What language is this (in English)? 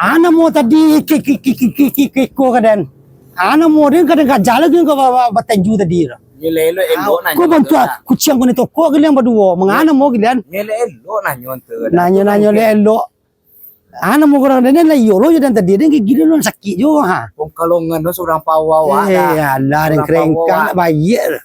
Minangkabau